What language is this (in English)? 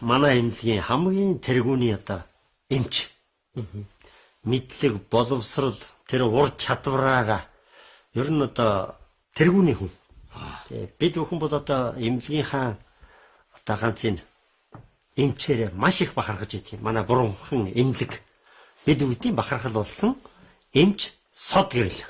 Mongolian